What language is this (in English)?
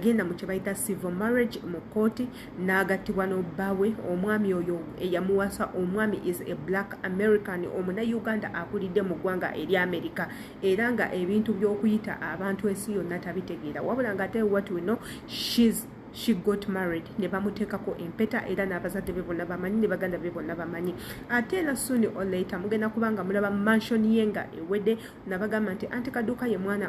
Ganda